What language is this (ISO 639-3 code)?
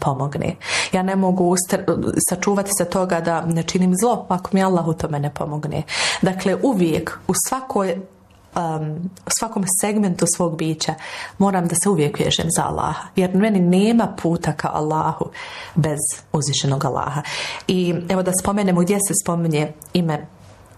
bos